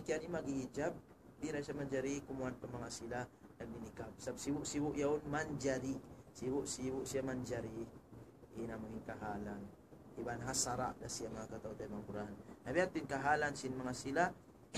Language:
Tausug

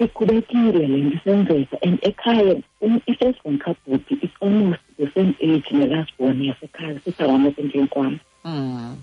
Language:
Xhosa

